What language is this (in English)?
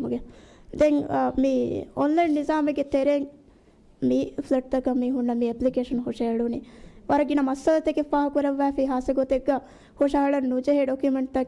Divehi